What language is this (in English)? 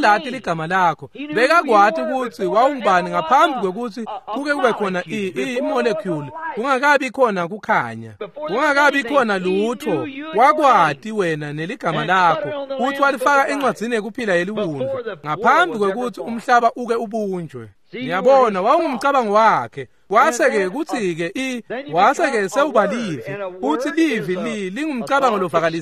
Swati